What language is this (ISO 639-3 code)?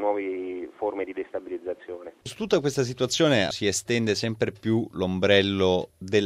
ita